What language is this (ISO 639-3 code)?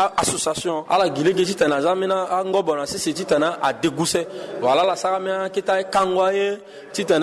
sag